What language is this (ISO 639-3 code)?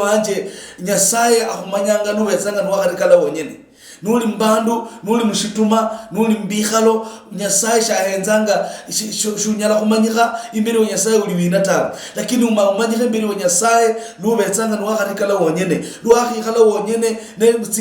luy